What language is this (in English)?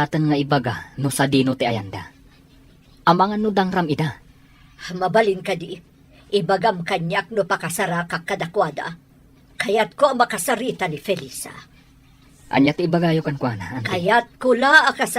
Iloko